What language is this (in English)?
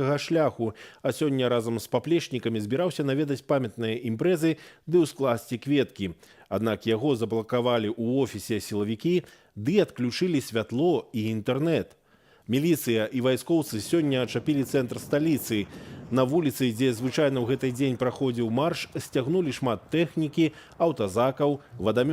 Belarusian